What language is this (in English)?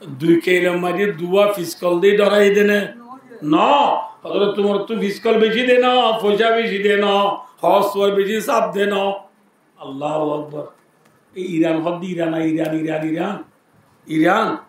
Rohingya